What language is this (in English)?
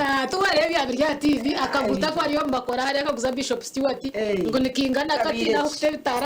Nyankole